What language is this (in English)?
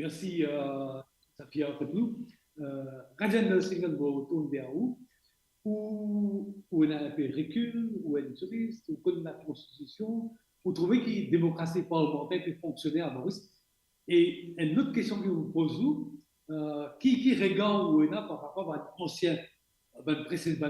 Morisyen